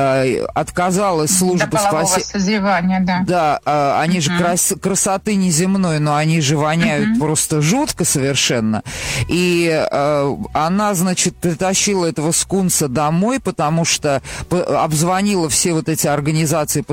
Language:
Russian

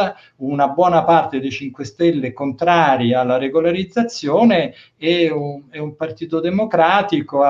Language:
Italian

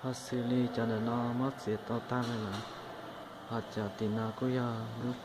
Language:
Hmong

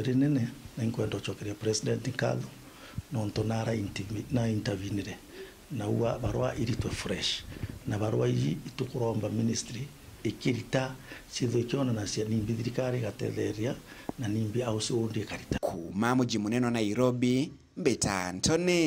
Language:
Meru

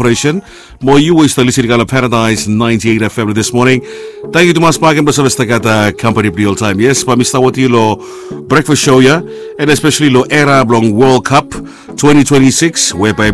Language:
Bislama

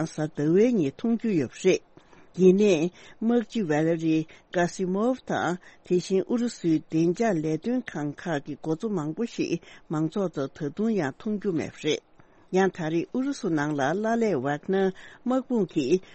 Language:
Tibetan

